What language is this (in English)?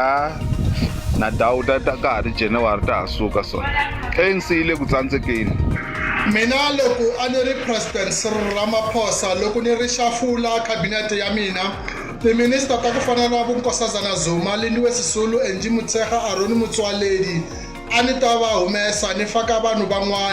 Tsonga